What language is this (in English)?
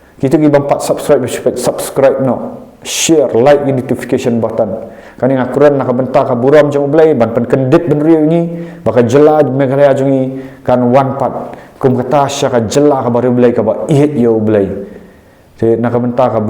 Khasi